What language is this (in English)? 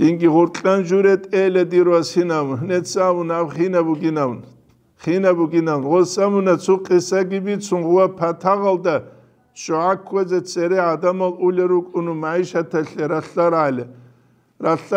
Avaric